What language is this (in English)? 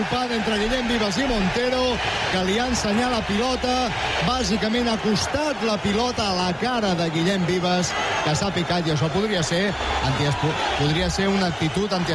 Catalan